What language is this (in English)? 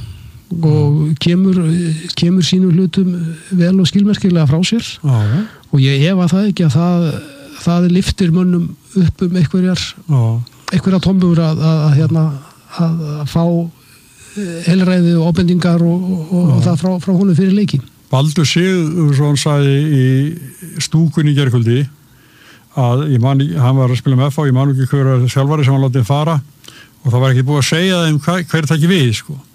Icelandic